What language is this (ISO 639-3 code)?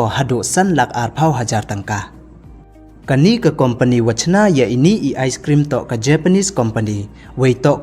pbv